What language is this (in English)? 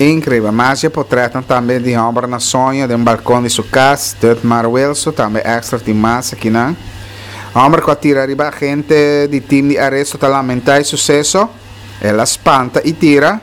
Papiamento